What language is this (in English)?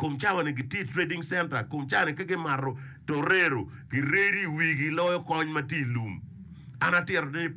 Acoli